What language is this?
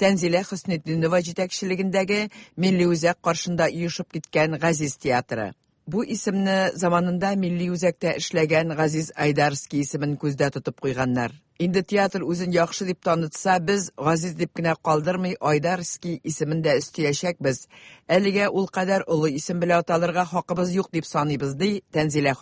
Tatar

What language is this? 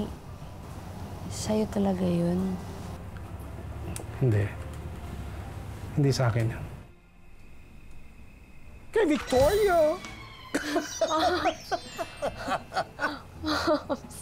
Filipino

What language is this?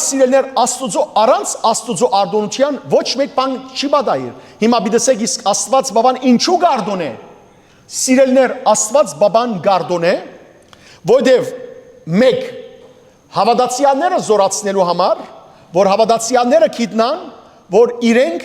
Western Armenian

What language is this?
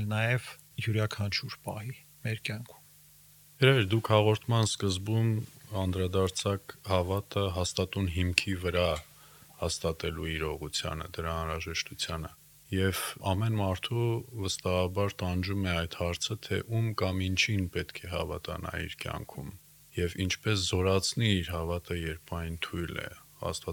Armenian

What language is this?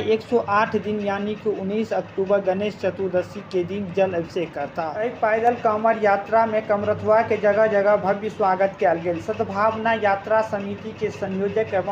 Maithili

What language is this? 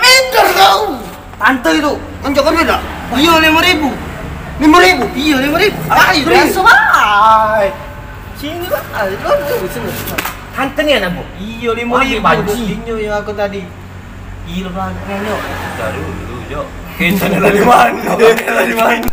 Musi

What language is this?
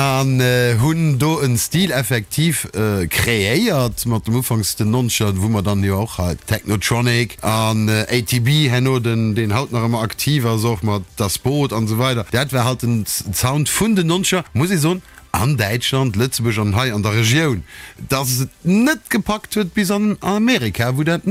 Luxembourgish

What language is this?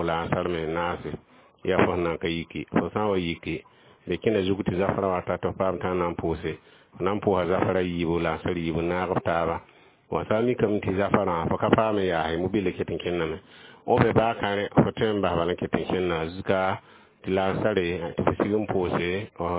Mossi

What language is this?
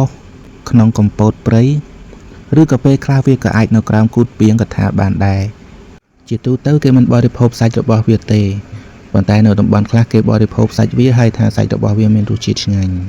Khmer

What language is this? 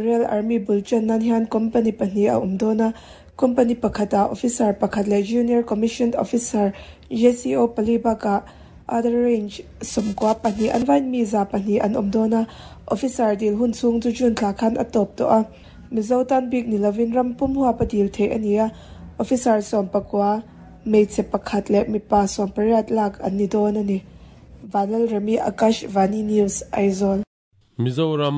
Mizo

